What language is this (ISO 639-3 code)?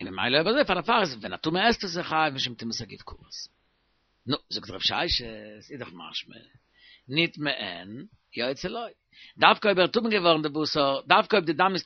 yid